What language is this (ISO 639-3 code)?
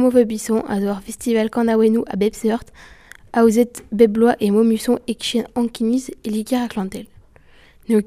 bre